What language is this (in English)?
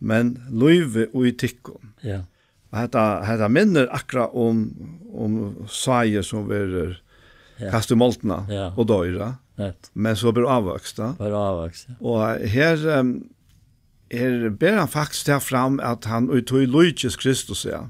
Faroese